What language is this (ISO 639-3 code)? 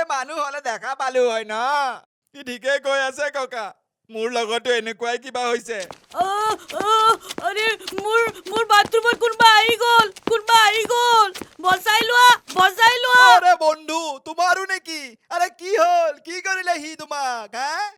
asm